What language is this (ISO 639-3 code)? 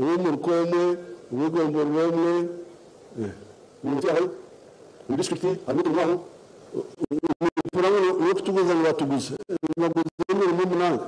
nyn